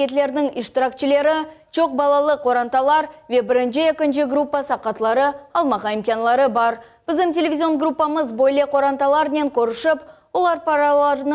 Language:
Crimean Tatar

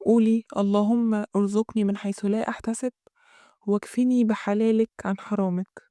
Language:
Egyptian Arabic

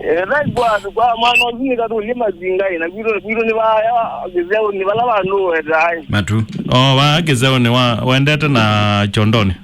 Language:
Kamba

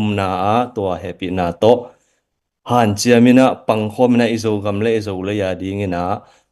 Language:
Tedim Chin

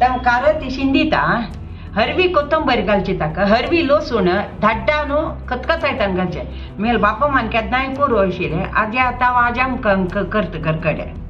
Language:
Konkani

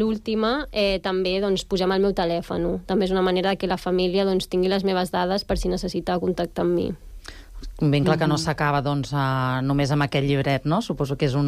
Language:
Catalan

